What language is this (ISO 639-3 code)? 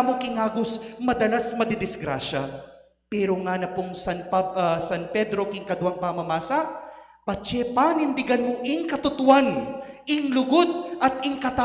pam